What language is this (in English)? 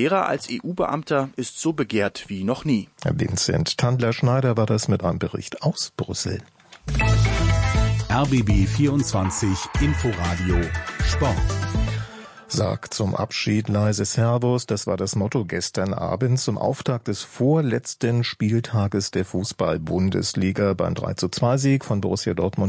German